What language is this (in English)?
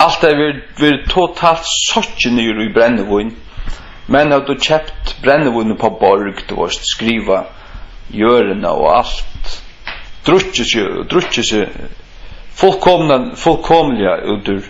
Faroese